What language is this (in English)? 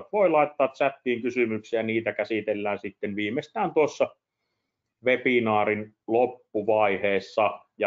Finnish